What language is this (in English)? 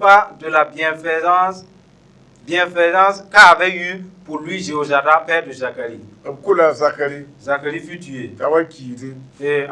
Mossi